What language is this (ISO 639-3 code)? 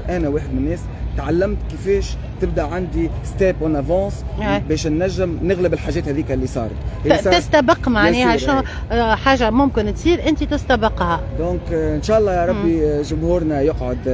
aeb